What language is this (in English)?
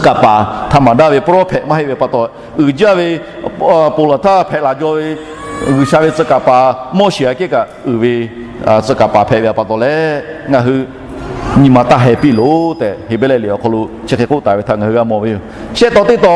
Lahu